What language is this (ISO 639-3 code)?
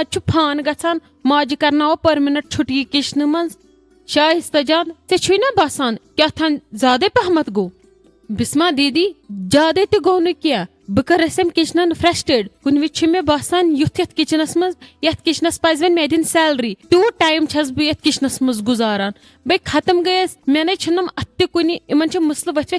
kas